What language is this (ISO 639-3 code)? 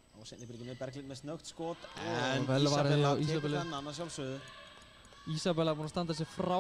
isl